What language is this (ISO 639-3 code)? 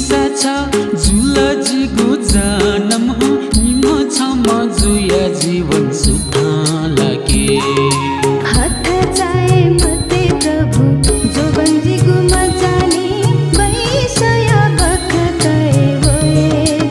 new